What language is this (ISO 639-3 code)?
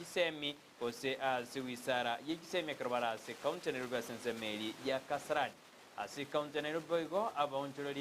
guz